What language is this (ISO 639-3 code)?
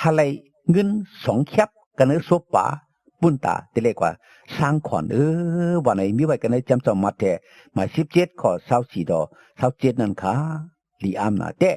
shn